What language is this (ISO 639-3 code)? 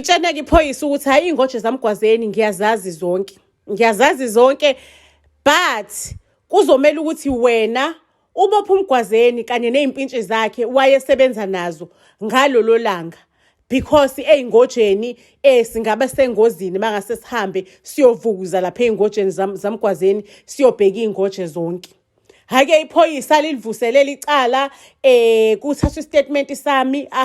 zul